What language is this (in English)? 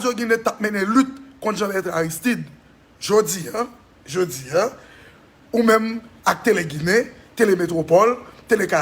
Haitian Creole